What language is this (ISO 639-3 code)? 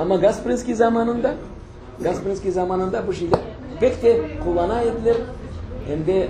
crh